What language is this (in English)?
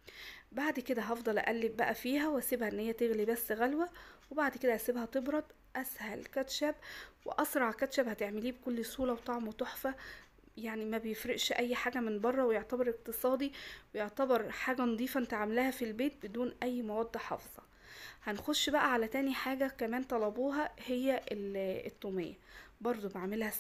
Egyptian Arabic